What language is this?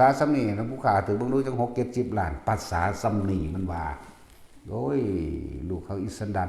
Northeastern Thai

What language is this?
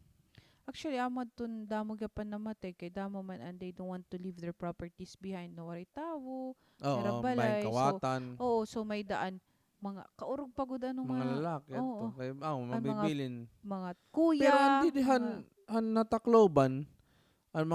Waray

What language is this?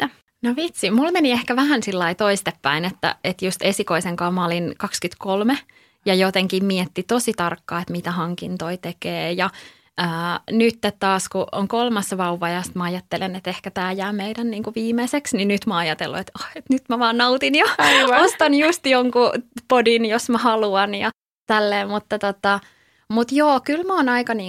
Finnish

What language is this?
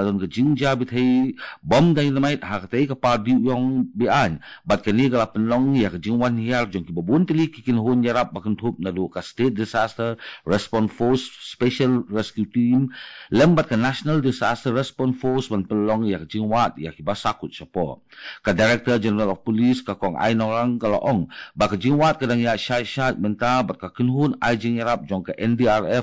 Khasi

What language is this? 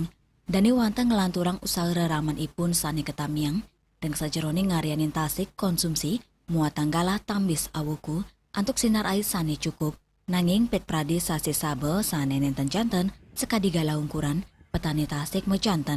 Balinese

